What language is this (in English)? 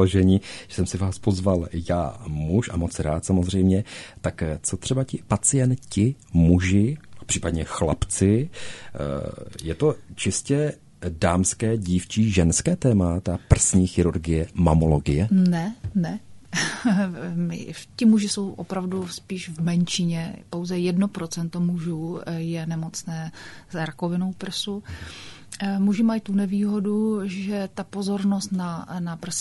Czech